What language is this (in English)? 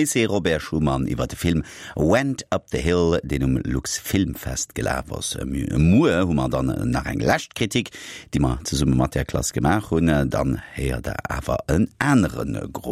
Luxembourgish